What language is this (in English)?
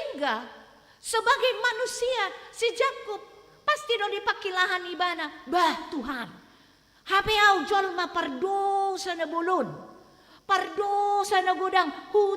Batak Toba